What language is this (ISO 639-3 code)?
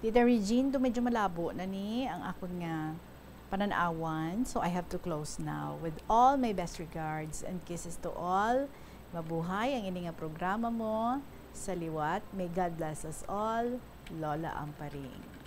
hil